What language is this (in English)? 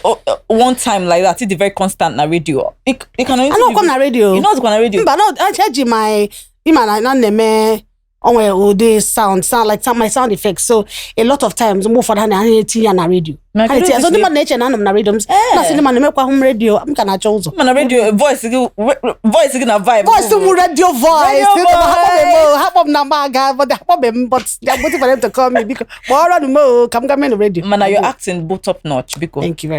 Igbo